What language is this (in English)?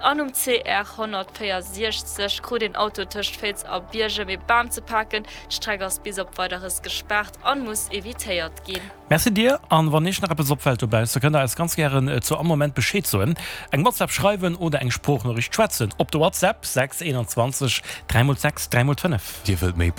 Luxembourgish